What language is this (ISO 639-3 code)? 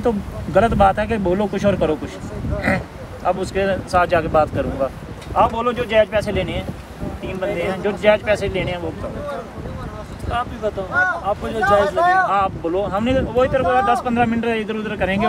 hin